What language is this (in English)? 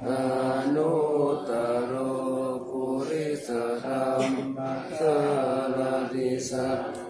Pali